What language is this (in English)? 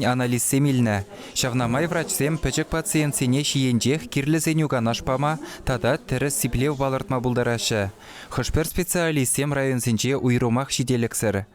Chuvash